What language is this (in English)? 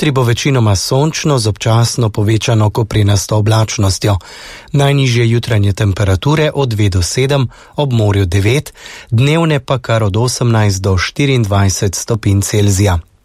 Slovenian